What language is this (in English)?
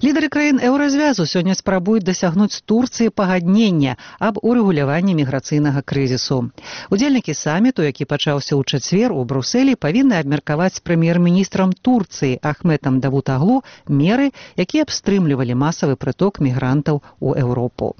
Belarusian